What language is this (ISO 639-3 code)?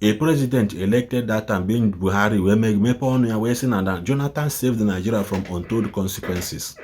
ibo